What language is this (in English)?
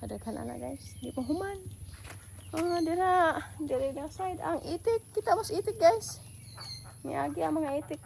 Cebuano